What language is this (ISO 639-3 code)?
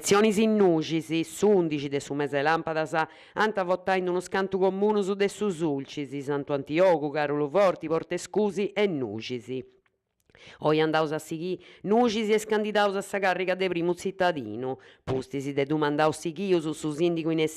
srd